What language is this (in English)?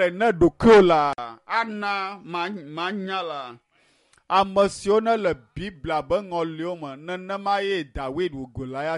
Ewe